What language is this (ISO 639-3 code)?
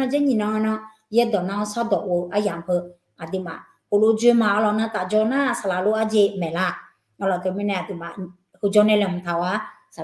ahk